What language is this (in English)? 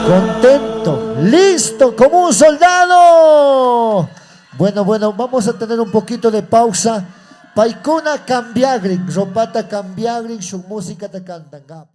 Chimborazo Highland Quichua